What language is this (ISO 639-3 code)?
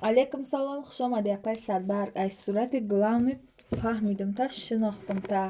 tgk